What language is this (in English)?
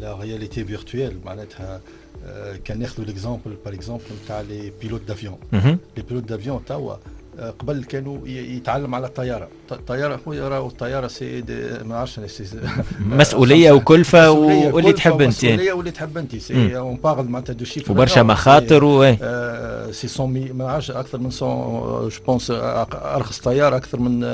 Tunisian Arabic